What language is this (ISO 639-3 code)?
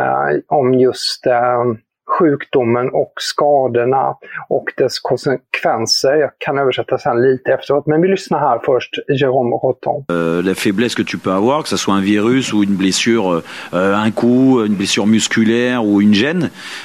swe